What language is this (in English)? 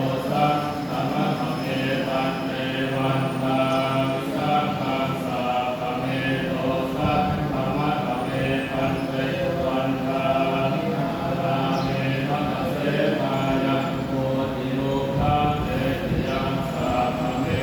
Pali